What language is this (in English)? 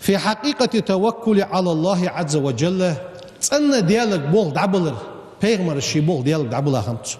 Ingush